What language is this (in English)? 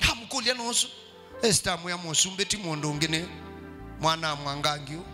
Kamba